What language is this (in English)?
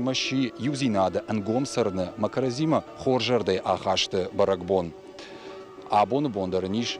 Ossetic